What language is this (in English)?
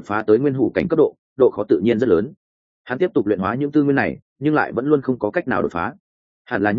Vietnamese